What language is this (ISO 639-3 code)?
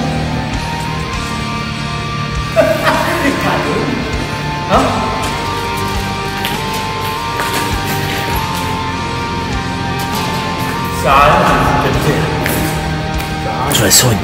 fra